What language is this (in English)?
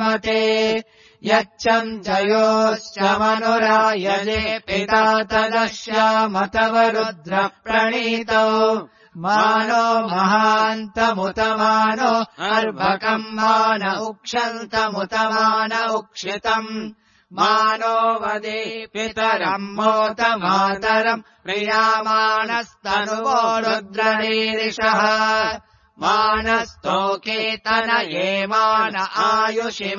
Sanskrit